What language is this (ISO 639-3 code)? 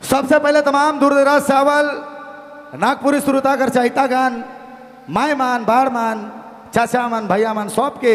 sck